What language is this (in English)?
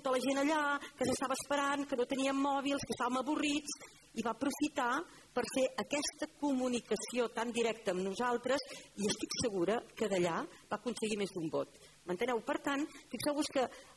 Catalan